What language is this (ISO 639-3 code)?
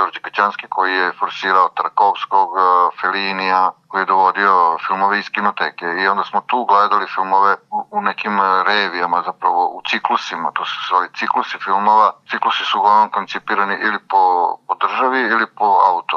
srp